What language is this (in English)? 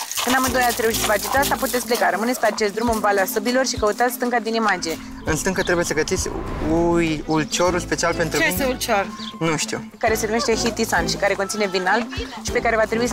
Romanian